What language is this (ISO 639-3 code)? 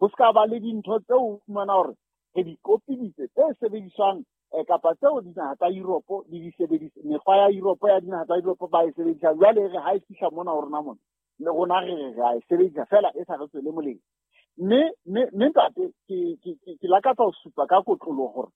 sot